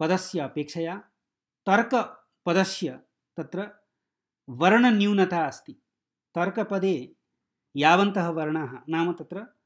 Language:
Sanskrit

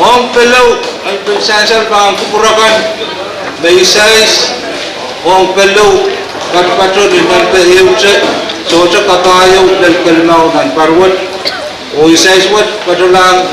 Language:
Pohnpeian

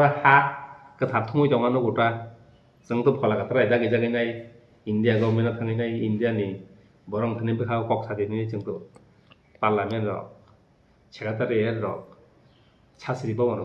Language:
Kok Borok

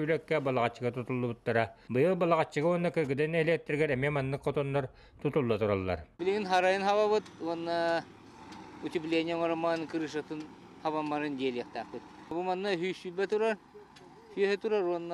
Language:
Yakut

